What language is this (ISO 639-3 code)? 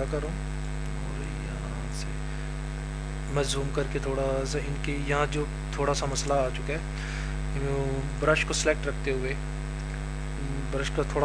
hin